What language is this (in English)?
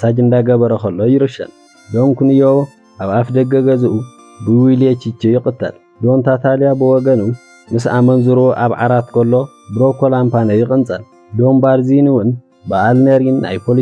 Tigrinya